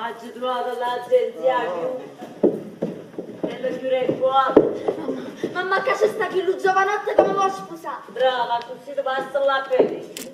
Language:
Neapolitan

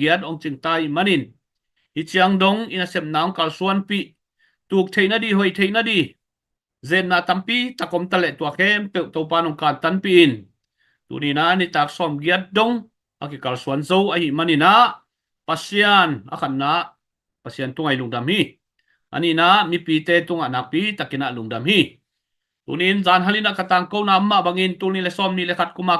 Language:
Tedim Chin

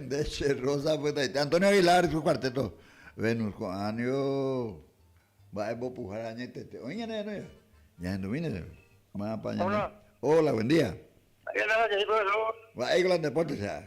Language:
Guarani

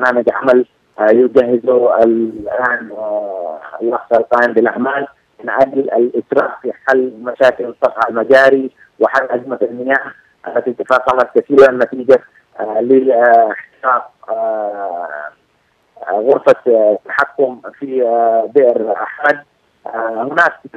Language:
Arabic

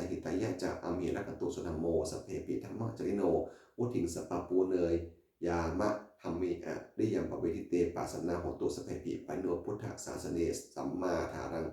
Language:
Pali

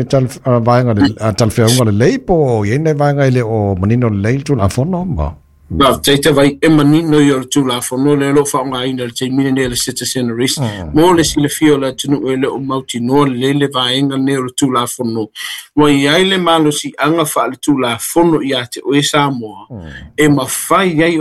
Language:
Samoan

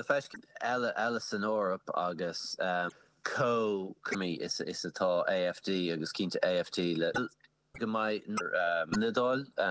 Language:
Irish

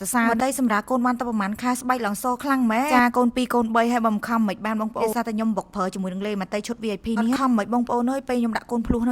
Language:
Khmer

